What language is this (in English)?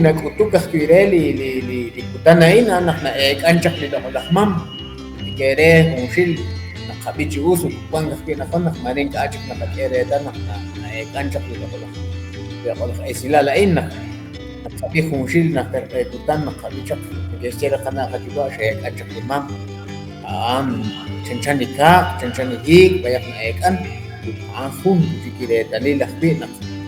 Kekchí